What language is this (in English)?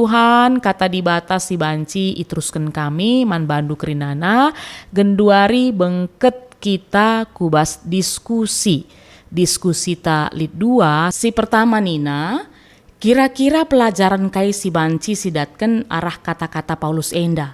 Batak Karo